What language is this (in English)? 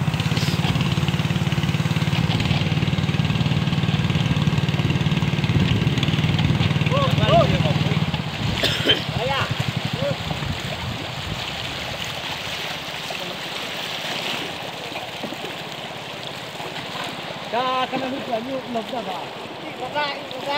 Malay